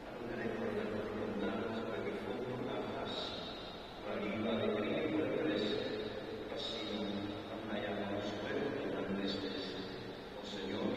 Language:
Papiamento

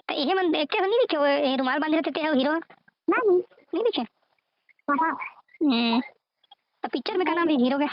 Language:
Chhattisgarhi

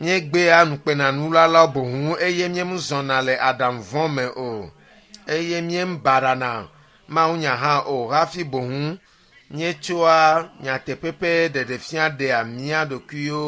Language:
Ewe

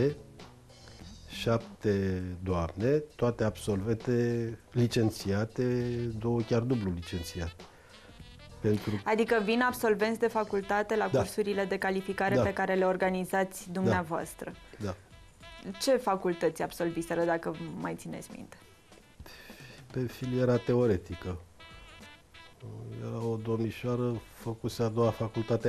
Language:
Romanian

